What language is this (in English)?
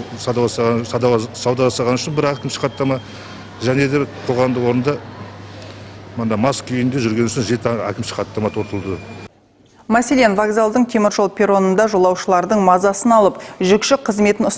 Kazakh